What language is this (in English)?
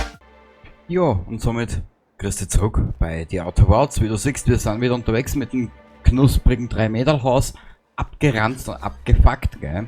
Bavarian